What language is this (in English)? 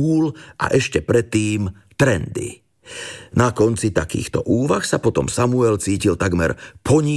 Slovak